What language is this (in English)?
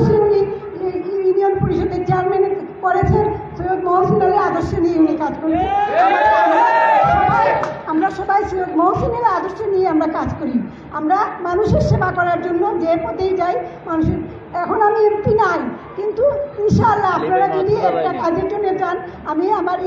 Sylheti